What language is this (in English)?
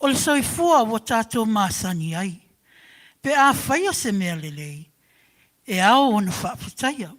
Samoan